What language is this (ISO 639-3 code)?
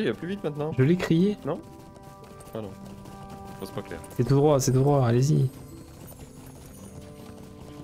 fra